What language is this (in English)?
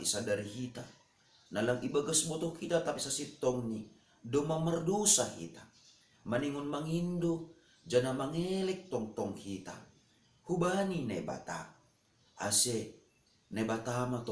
Batak Simalungun